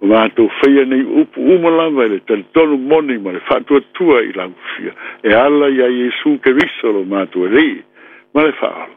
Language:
Samoan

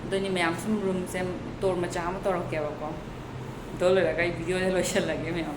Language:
Manipuri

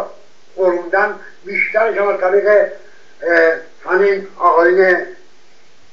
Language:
Persian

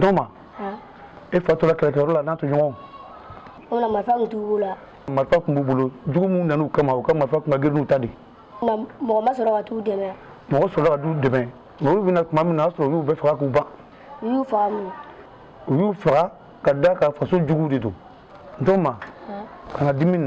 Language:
Bambara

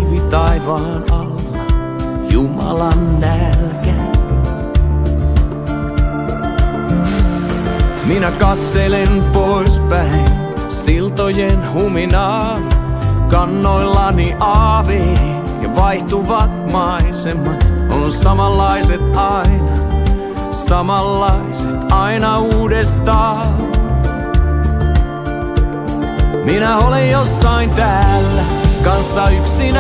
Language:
Finnish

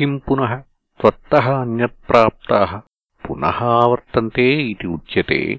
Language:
Sanskrit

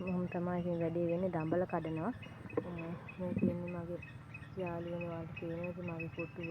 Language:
Sinhala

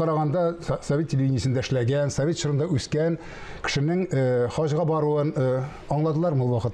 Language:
Tatar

